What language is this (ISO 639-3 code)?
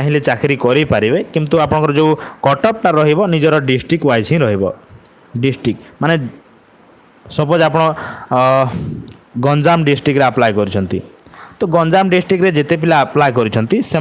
ori